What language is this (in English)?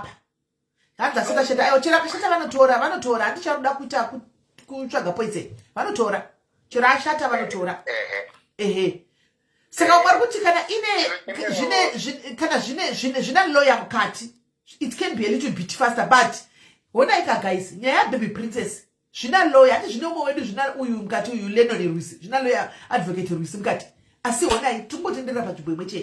Shona